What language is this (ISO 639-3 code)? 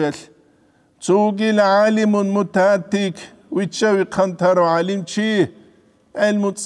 ava